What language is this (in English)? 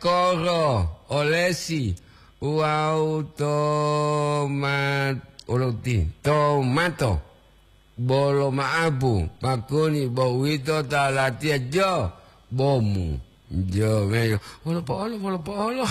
Gorontalo